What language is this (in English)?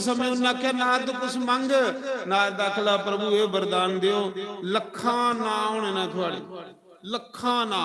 Dogri